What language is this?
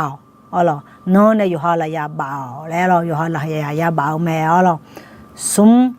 Akha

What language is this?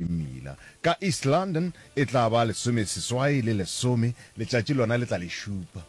Northern Sotho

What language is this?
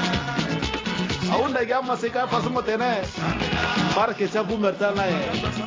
Sango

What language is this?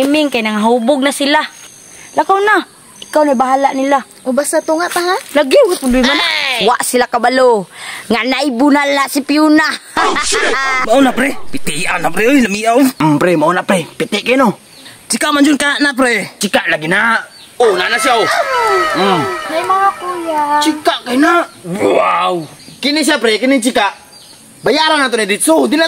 Cebuano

